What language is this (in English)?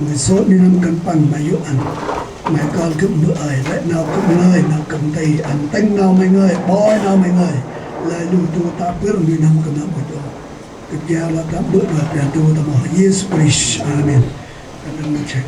Central Mnong